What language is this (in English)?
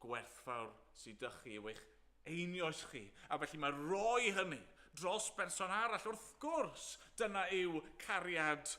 Welsh